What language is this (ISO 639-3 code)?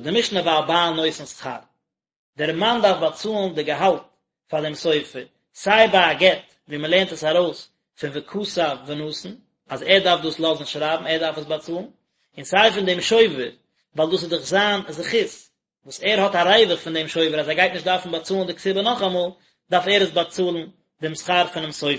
yid